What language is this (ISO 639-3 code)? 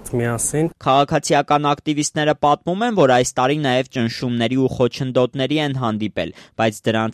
hye